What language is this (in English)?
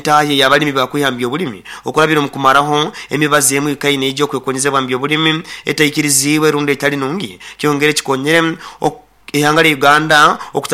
Nyoro